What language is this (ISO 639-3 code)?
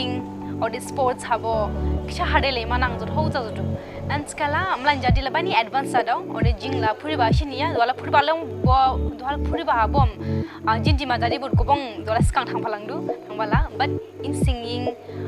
dis